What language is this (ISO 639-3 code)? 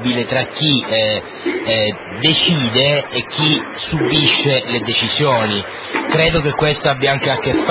ita